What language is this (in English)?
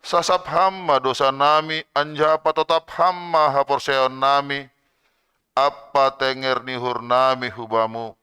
Batak Simalungun